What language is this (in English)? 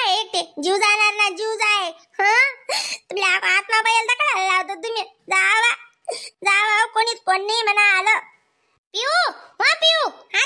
Khandesi